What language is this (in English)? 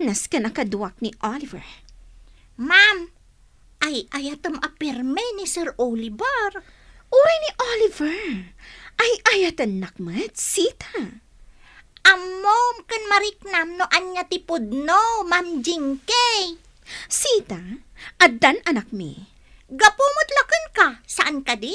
Iloko